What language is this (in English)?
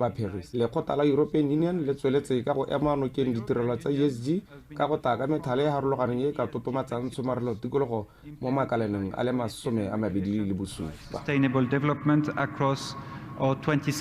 Tswana